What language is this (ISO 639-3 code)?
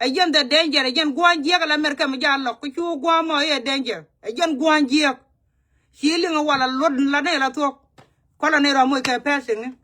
nus